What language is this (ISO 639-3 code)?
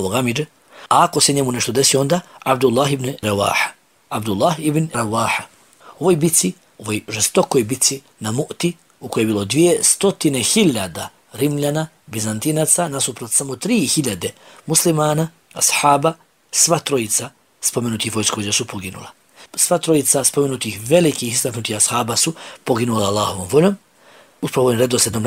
bos